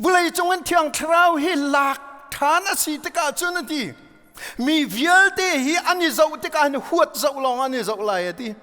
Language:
Hakha Chin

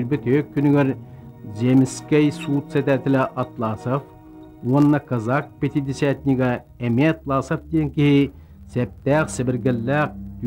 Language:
Yakut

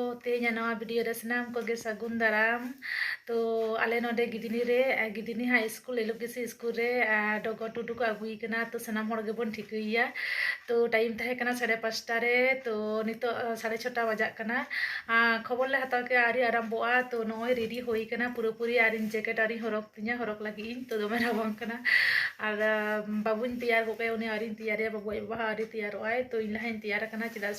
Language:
Santali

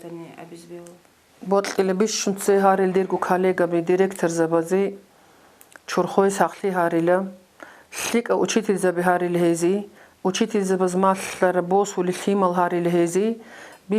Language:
Avaric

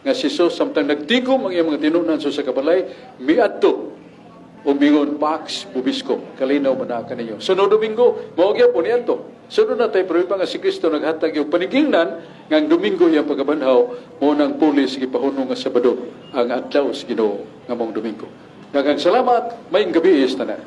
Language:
Cebuano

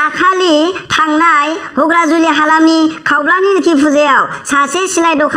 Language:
Bodo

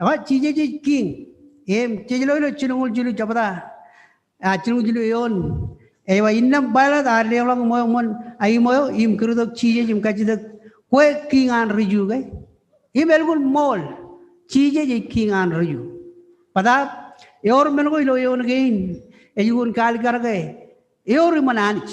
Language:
Marshallese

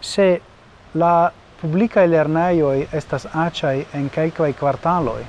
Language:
Esperanto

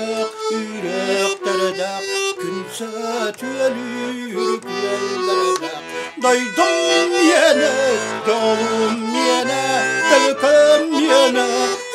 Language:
Yakut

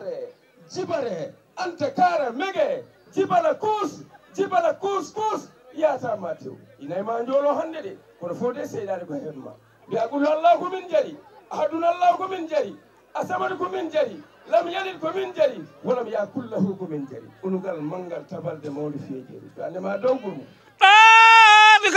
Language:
Fula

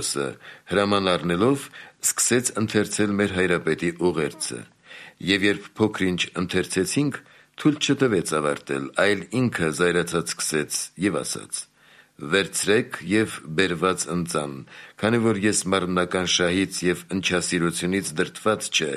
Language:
Armenian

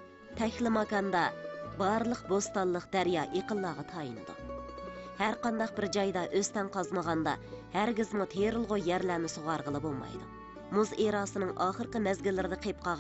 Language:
Uyghur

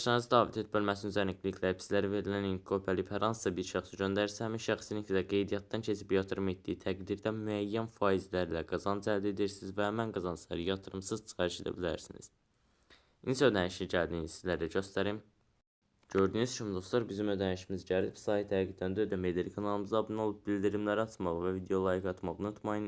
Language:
Azerbaijani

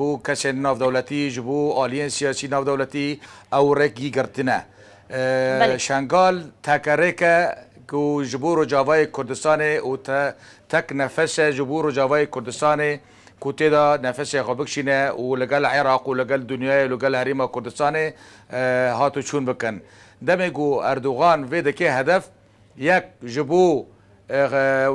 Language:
Kurdish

